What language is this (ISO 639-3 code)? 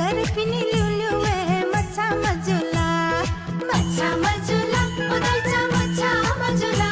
new